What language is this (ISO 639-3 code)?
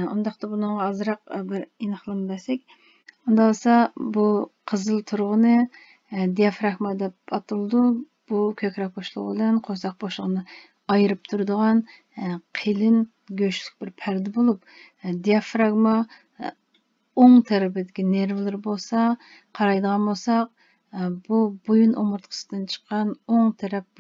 uig